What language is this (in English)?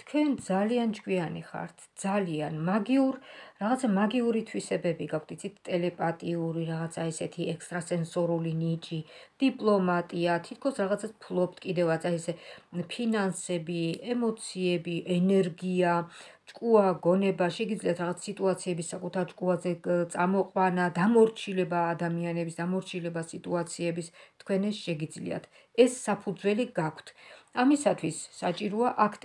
Georgian